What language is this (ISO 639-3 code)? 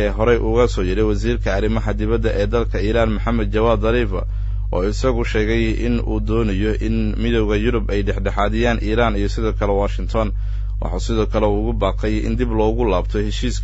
som